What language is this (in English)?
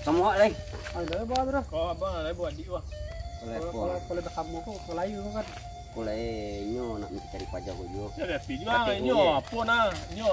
Minangkabau